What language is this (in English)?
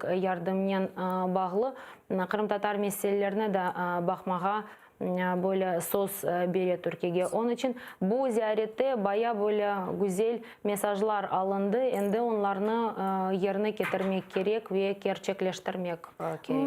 Crimean Tatar